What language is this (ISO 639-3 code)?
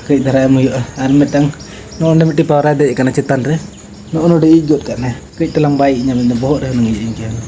sat